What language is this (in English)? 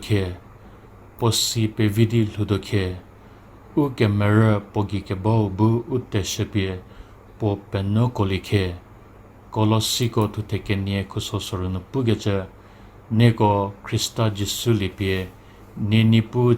Angami Naga